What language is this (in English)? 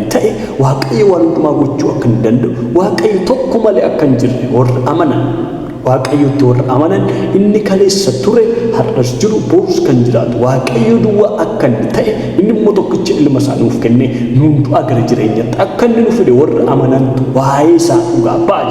Oromo